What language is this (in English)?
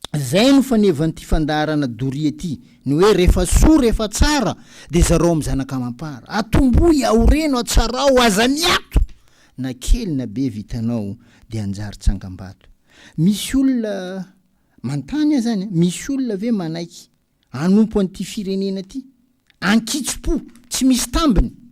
Malagasy